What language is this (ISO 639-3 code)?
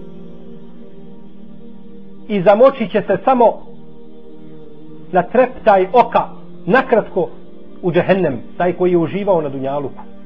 bos